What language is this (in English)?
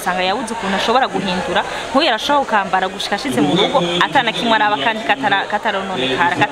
Rundi